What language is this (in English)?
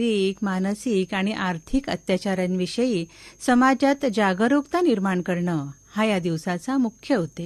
Marathi